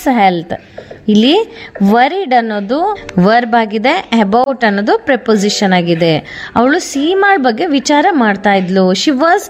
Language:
Kannada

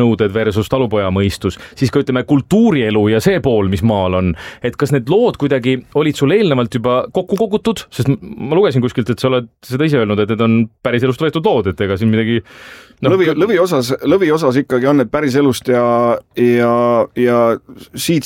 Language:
Estonian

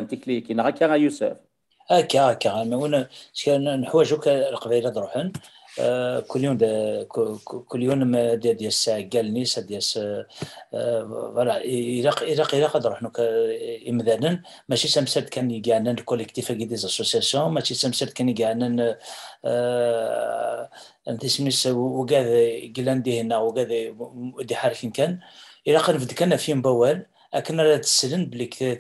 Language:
Kabyle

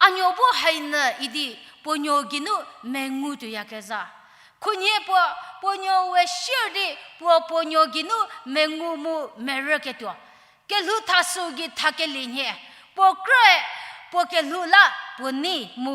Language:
Angami Naga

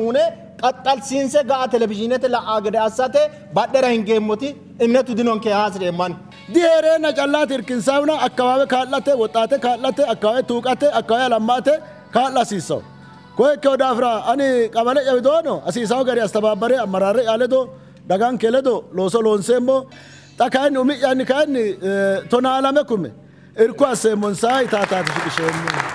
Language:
Sidamo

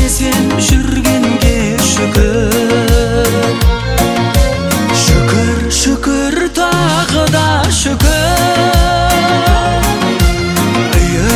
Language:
Kazakh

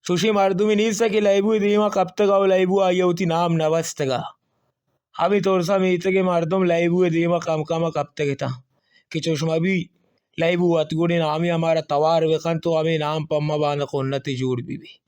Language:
Baluchi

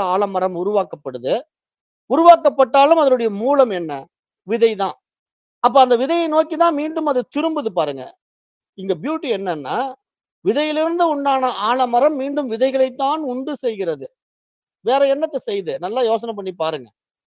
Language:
Tamil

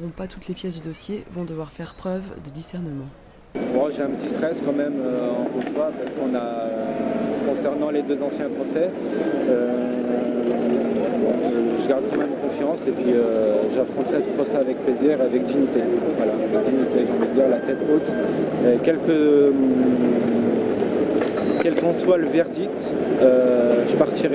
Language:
French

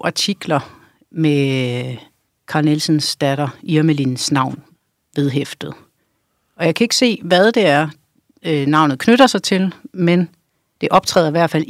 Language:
Danish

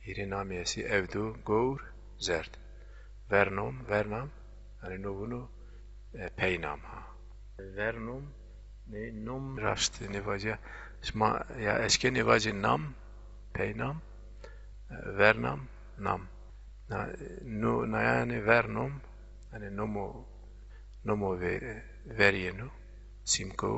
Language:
Zaza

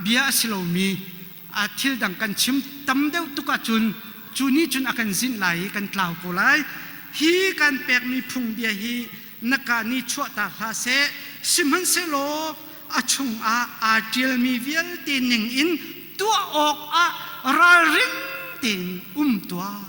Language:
Hakha Chin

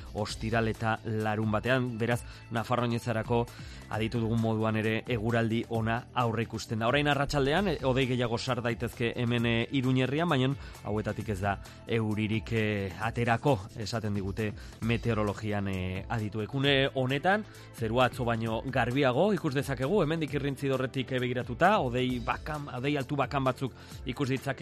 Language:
Basque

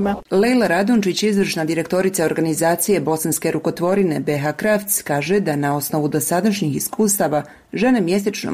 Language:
Bosnian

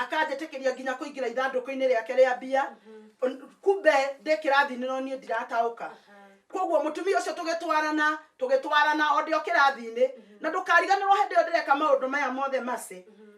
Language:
Kikuyu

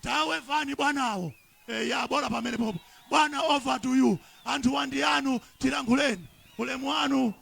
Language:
Nyanja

